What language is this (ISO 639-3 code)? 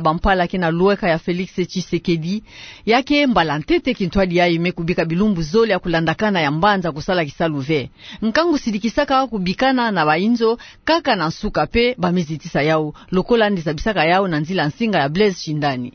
ktu